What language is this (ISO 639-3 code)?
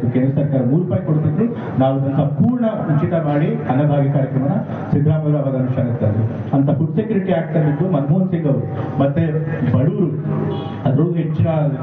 kan